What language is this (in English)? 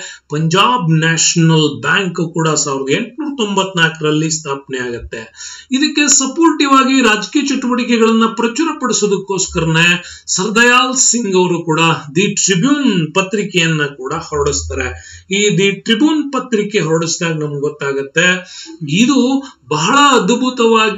Kannada